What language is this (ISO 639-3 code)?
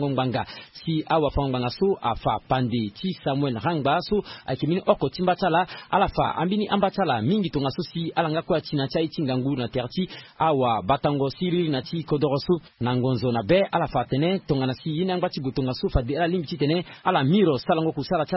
sag